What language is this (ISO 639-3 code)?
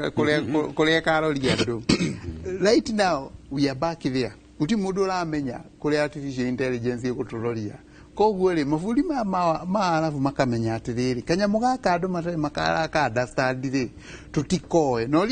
kik